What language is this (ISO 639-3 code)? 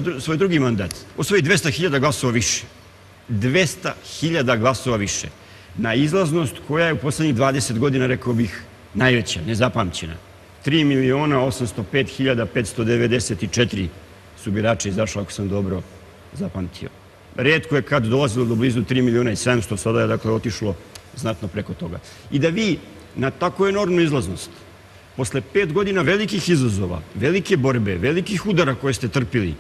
srp